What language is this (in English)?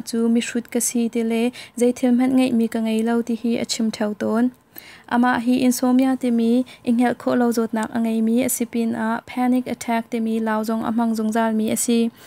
Hakha Chin